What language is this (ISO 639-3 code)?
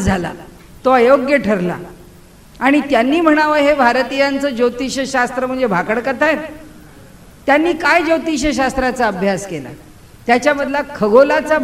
mar